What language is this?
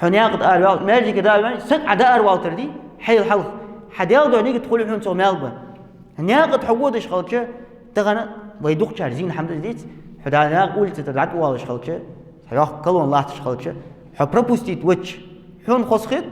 Ingush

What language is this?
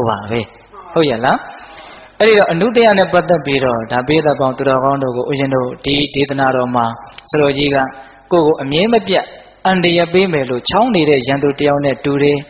Burmese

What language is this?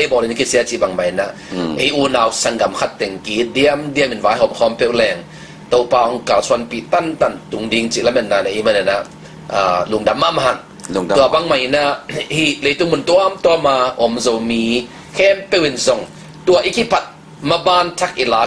Tedim Chin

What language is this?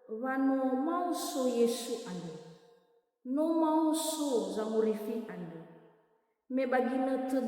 Nias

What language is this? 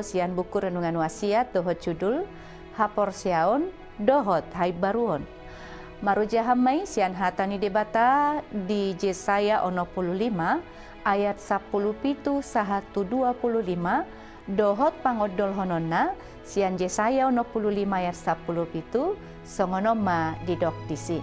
Batak Toba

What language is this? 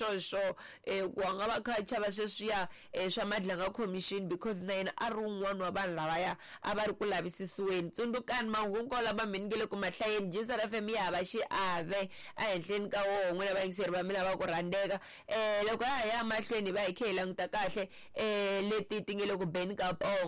Tsonga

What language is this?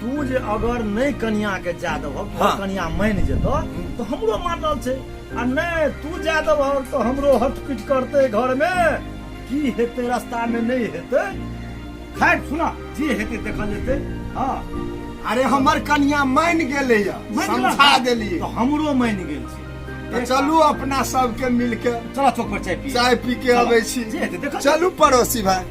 Maithili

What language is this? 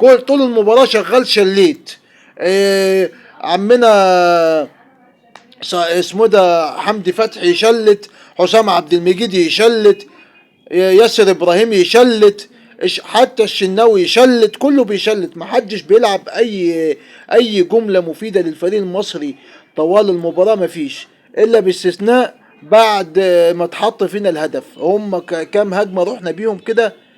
Egyptian Arabic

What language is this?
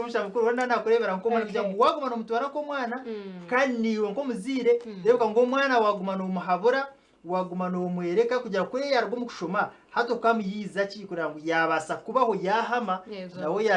Nyankole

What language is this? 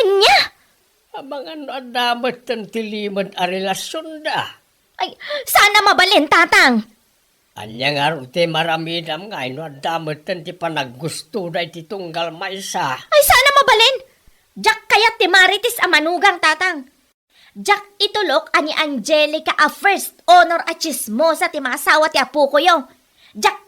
Iloko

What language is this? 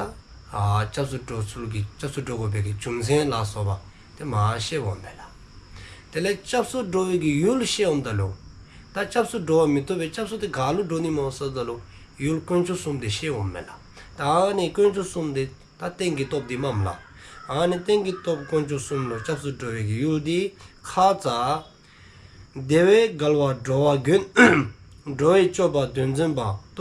Dzongkha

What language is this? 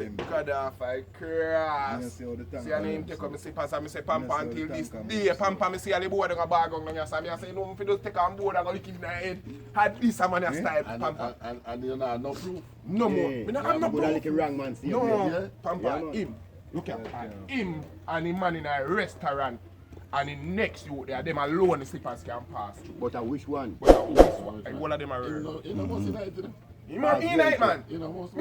Jamaican Creole English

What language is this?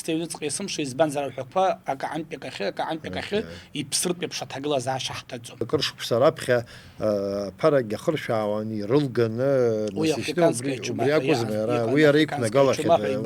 Abkhazian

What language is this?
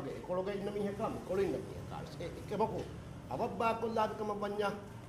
Divehi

